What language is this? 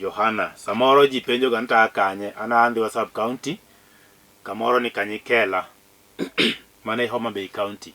Luo (Kenya and Tanzania)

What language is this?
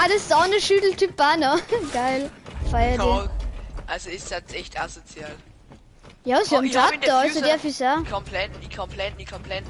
Bavarian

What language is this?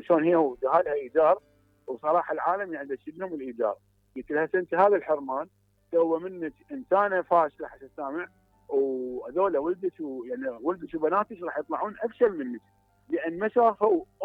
Mesopotamian Arabic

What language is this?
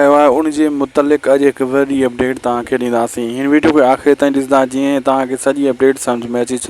Sindhi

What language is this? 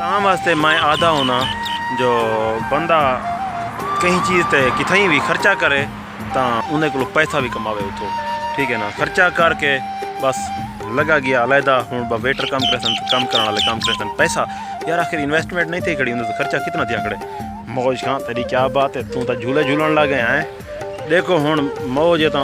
Saraiki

